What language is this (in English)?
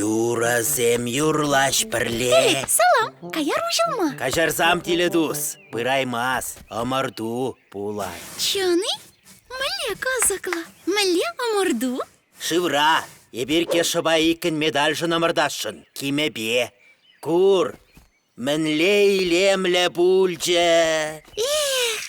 Chuvash